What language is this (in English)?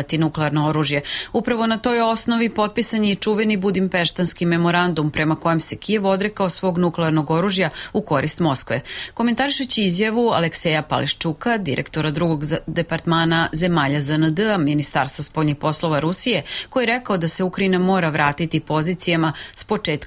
Serbian